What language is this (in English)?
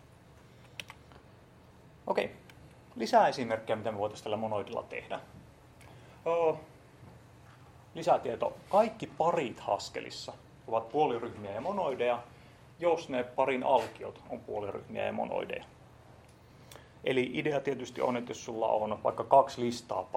Finnish